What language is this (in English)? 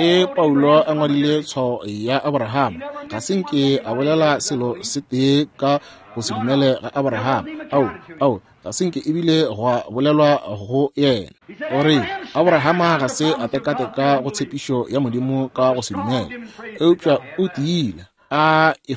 Northern Sotho